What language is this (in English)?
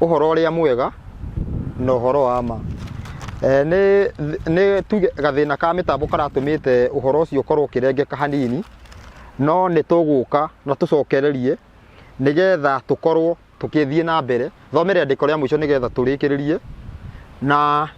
Kikuyu